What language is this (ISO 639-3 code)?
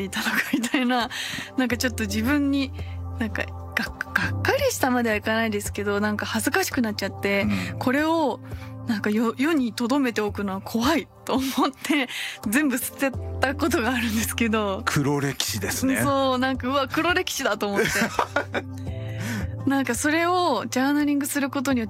jpn